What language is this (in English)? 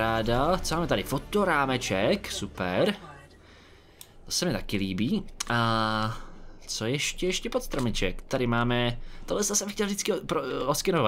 Czech